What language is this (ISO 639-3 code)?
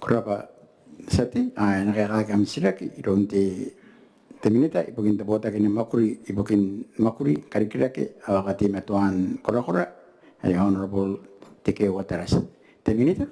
gil